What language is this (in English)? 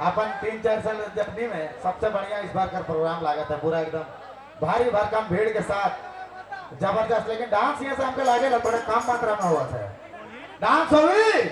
Sadri